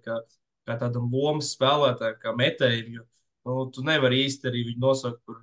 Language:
Latvian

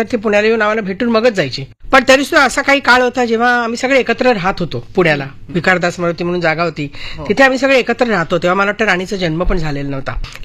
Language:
Marathi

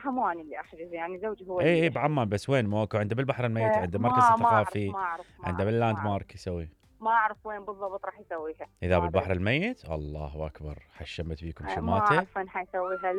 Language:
Mesopotamian Arabic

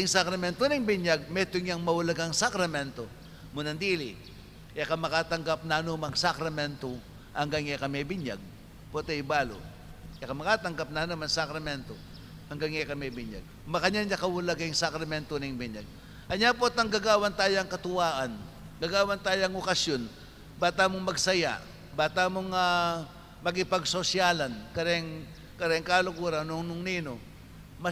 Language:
Pampanga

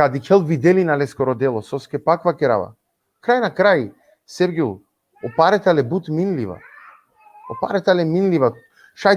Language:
Balkan Romani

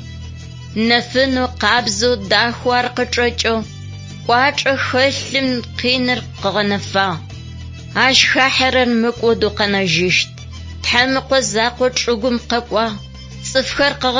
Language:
Adyghe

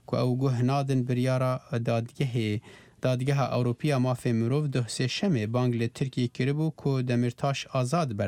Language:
Kurdish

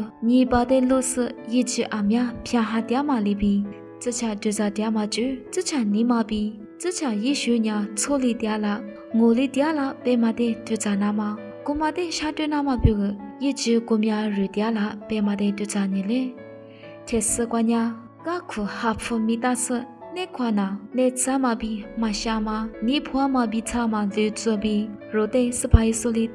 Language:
Lisu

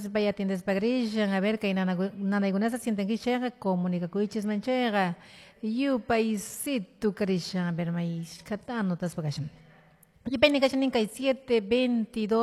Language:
Quechua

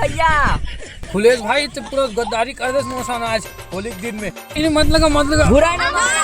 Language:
Chhattisgarhi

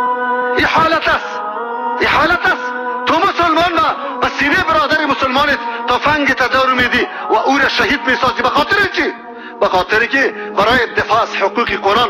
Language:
Persian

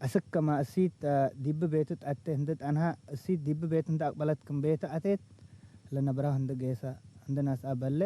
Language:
Tigre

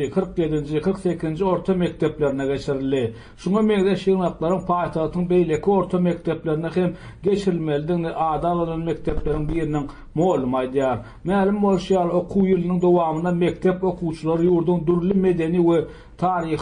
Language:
Turkmen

